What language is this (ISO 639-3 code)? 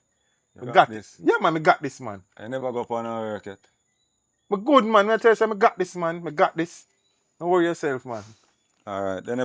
jam